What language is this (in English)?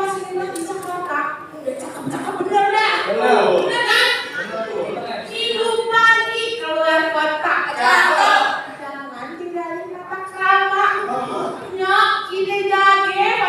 Betawi